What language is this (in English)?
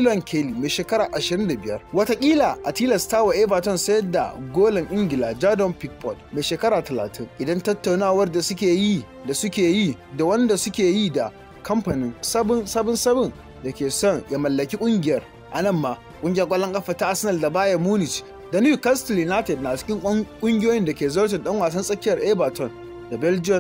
Hausa